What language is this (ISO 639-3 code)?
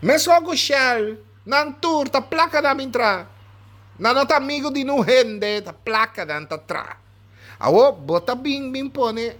pap